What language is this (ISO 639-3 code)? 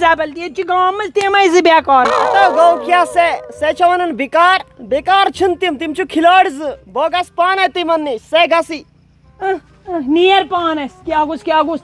kas